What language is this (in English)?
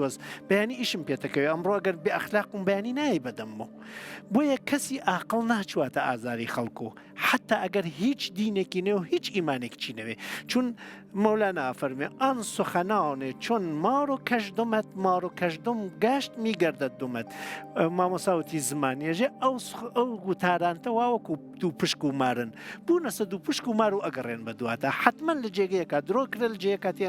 Central Kurdish